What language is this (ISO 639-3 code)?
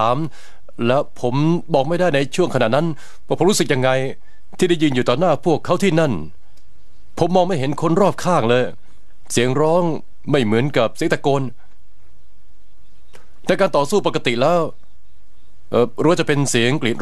tha